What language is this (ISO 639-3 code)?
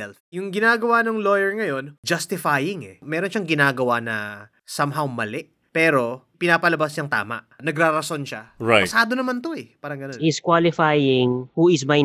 fil